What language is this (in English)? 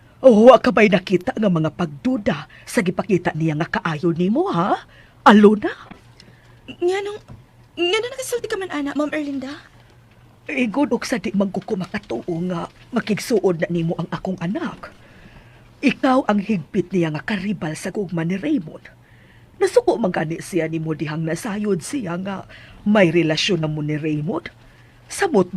Cebuano